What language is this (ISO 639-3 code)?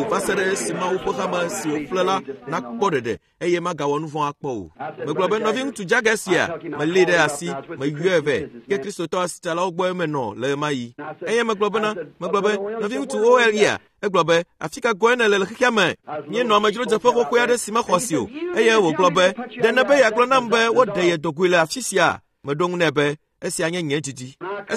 ewe